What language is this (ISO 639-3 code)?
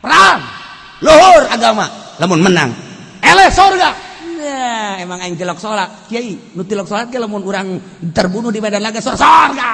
sun